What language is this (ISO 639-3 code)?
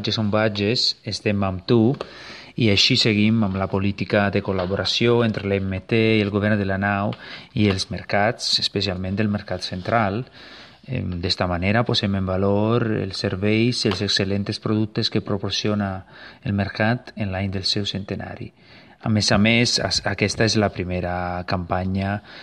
cat